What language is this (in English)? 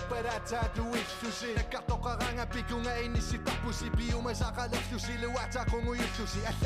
Kalaallisut